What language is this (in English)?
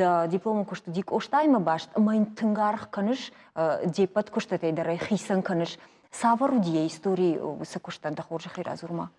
Ossetic